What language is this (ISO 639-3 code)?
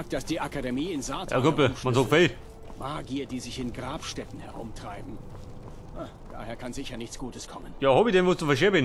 bar